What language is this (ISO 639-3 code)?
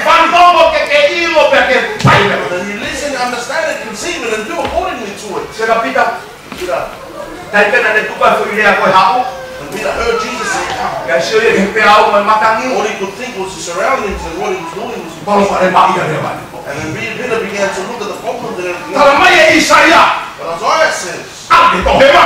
ton